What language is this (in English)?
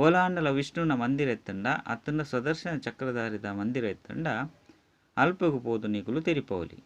Tulu